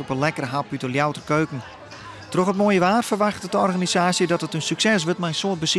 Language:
Western Frisian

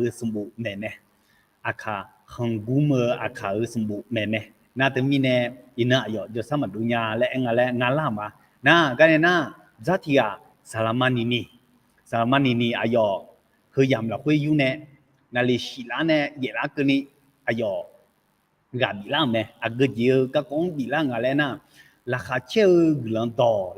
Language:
Akha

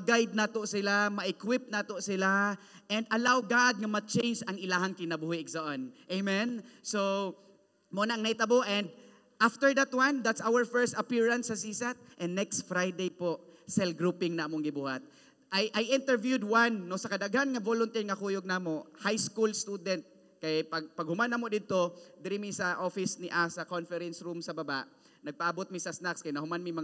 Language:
Cebuano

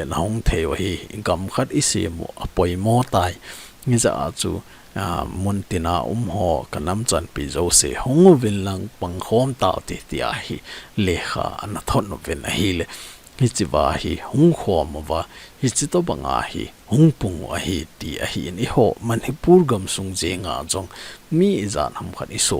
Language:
Thado Chin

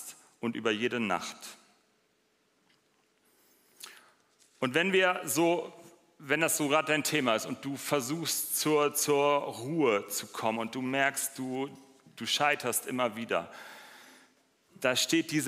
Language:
German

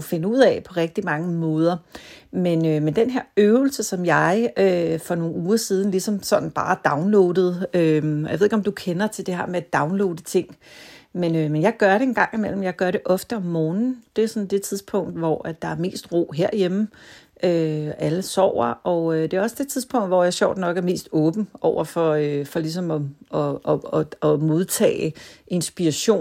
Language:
Danish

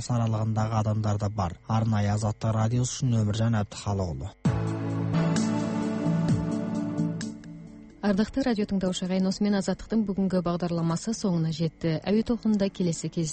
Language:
Kazakh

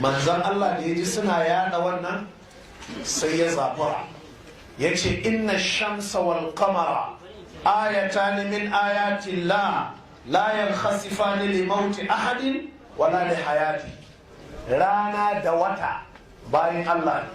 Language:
Hausa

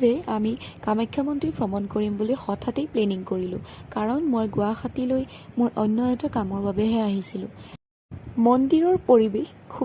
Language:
Assamese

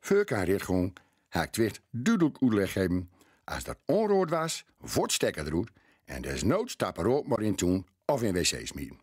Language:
Gronings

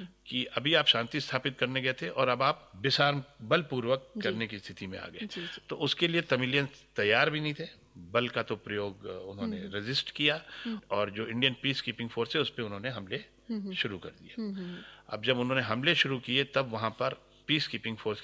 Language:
Hindi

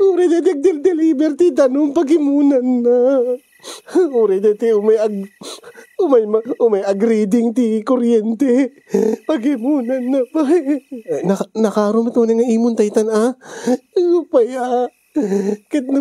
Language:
Iloko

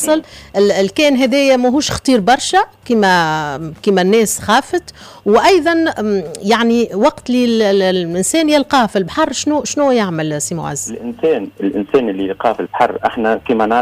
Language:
Tunisian Arabic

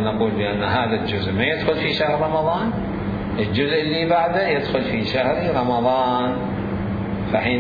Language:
Mesopotamian Arabic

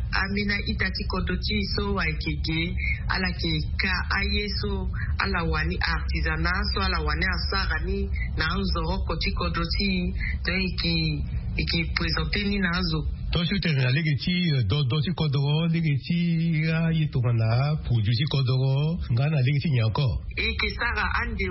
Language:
Sango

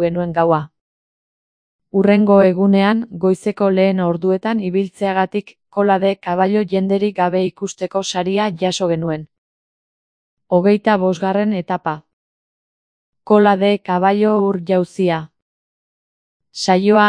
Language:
Basque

